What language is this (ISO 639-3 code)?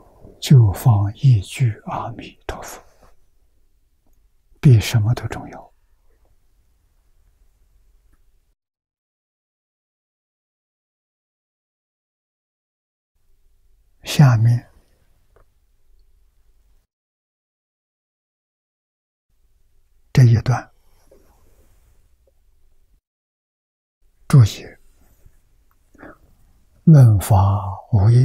zho